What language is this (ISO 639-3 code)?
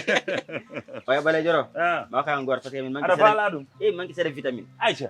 ful